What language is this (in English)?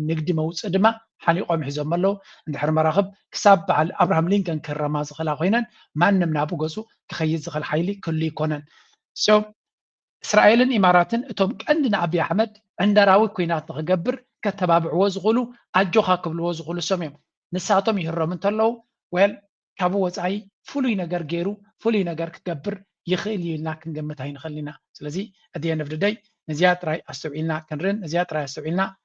Tigrinya